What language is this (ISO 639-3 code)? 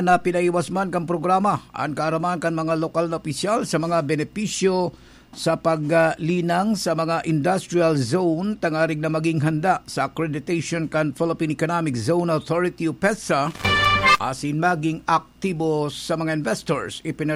bik